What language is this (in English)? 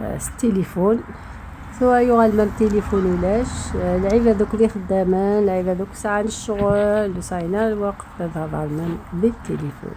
Algerian Arabic